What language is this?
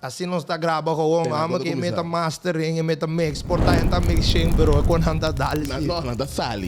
Papiamento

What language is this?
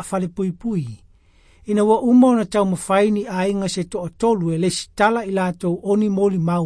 Samoan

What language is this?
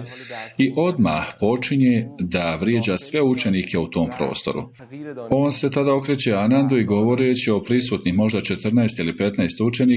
Bosnian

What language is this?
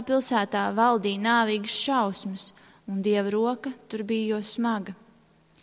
Latvian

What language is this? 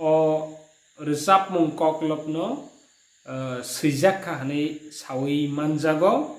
Kok Borok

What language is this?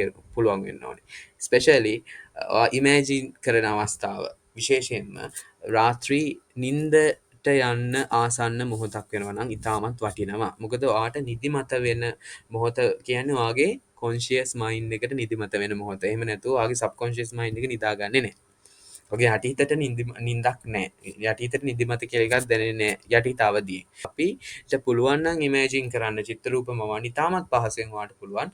Sinhala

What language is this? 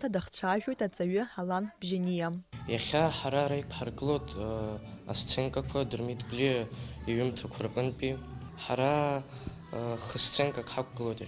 Abkhazian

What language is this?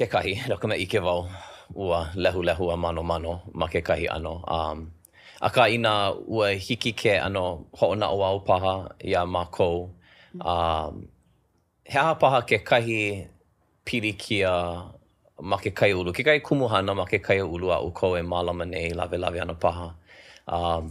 Hawaiian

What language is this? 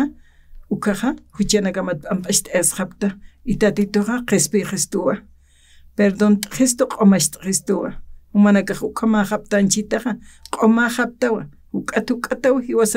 Aymara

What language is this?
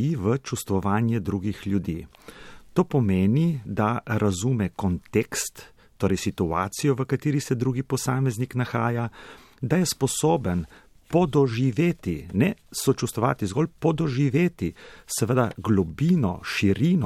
Slovenian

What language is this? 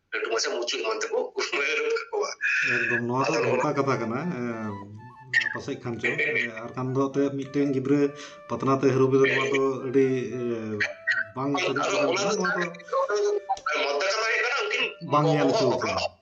Santali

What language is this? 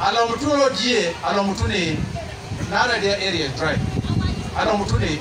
Teso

